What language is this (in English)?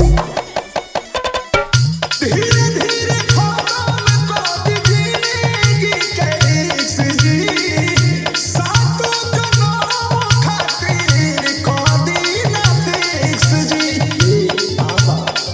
Bhojpuri